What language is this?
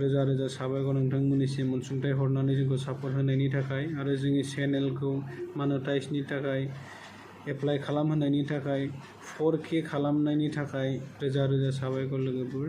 Bodo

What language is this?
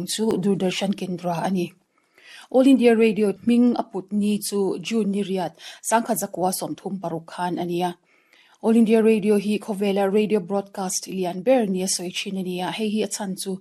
Mizo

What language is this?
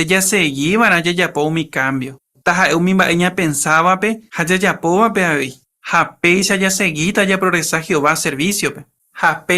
Guarani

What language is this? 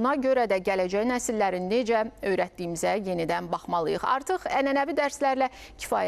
Azerbaijani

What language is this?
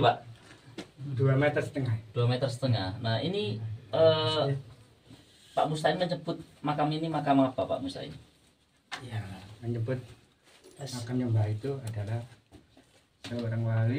Indonesian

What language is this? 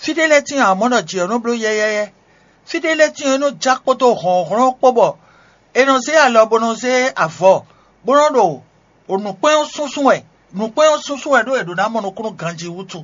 Fon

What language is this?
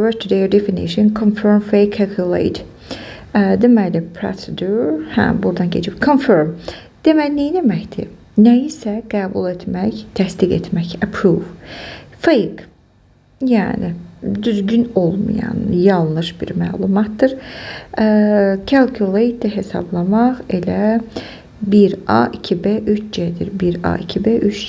Azerbaijani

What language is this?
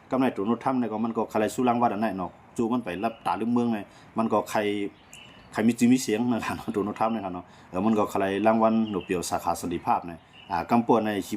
Shan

